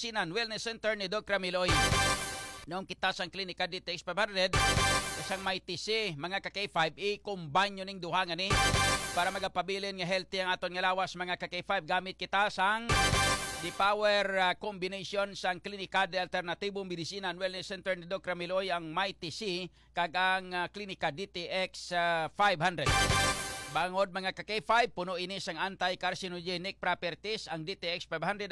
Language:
Hiligaynon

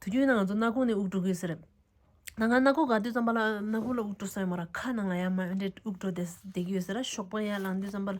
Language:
Tibetan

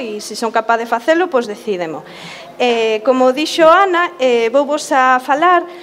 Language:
Galician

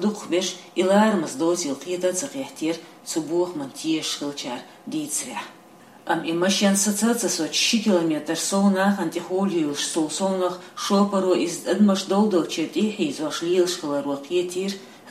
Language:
Chechen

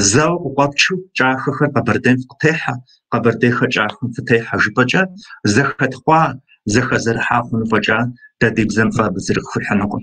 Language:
Kabardian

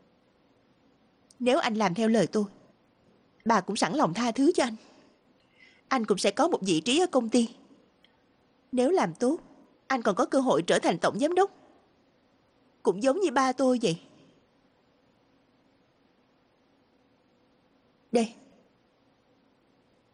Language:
Vietnamese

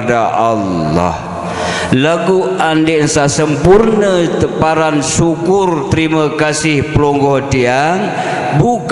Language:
Sasak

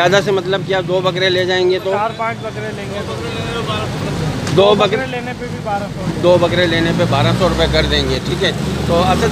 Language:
Hindi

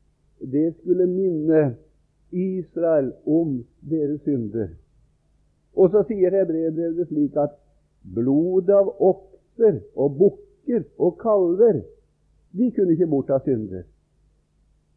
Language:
Norwegian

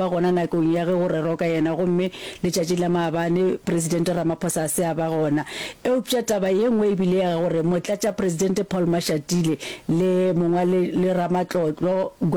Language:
Northern Sotho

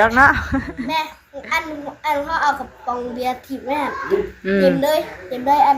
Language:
Northeastern Thai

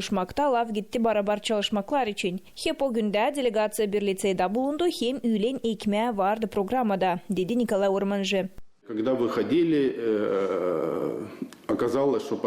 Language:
Gagauz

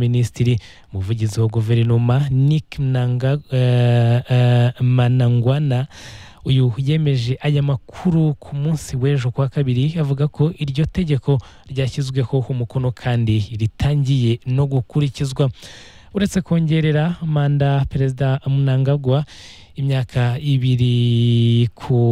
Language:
Kinyarwanda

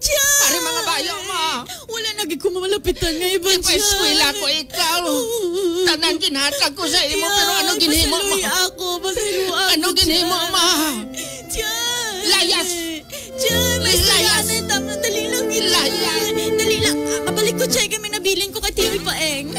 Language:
Hiligaynon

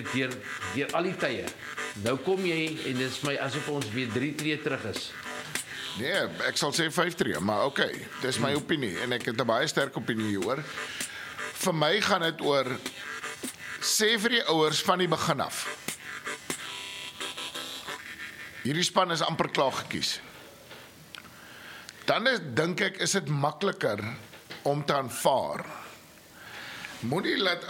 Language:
Afrikaans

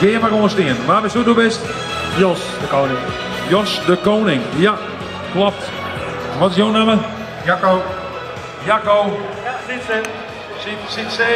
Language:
Western Frisian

